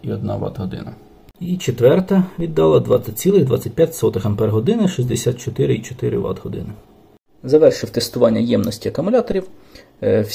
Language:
Ukrainian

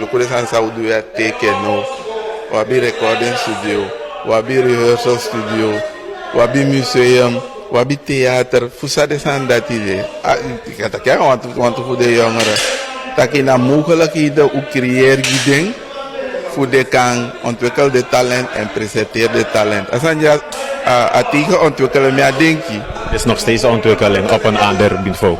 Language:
Sranan Tongo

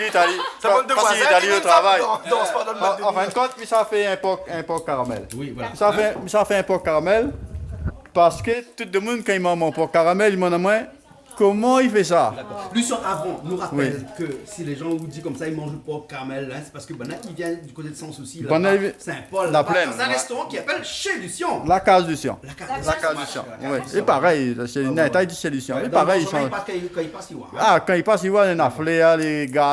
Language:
Réunion Creole French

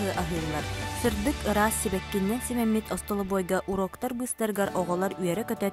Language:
Yakut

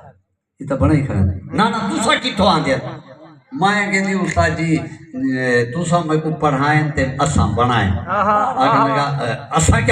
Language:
Saraiki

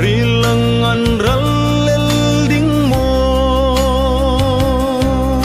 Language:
Hmar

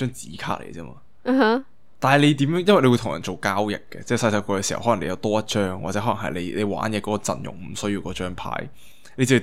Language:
Cantonese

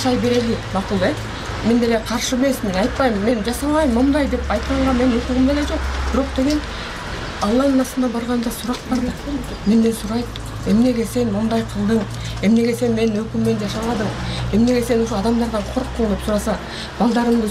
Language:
Kyrgyz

